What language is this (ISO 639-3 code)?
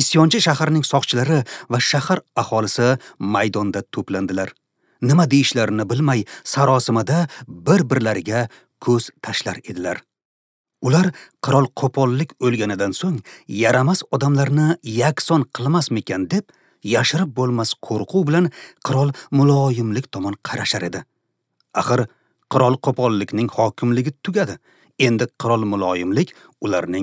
uzb